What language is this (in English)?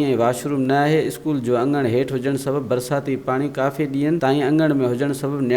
Sindhi